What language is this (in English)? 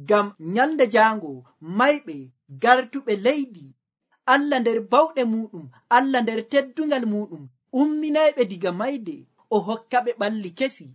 Nigerian Fulfulde